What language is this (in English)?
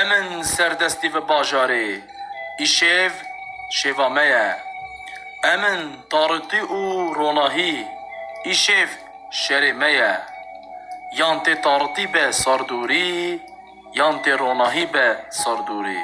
Kurdish